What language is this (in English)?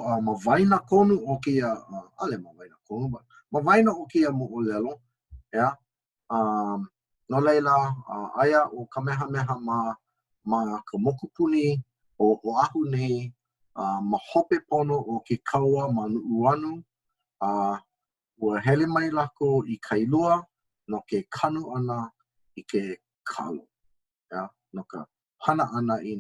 Hawaiian